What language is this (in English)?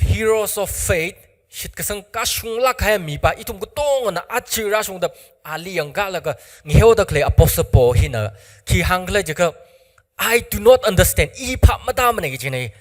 Tangkhul Naga (India)